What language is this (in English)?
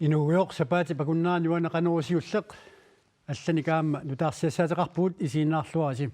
Kalaallisut